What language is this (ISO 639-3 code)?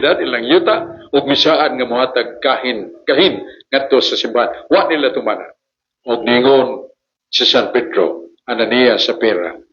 ceb